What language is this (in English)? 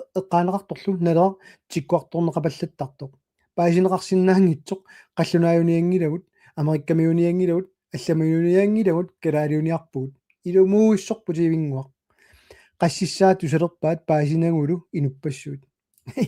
Kalaallisut